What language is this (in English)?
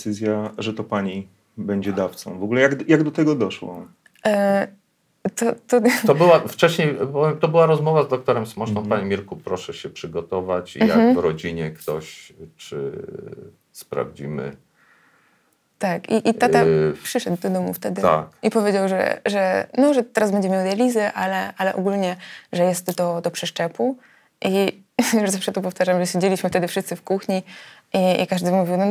Polish